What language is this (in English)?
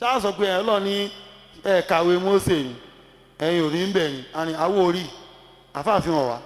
Yoruba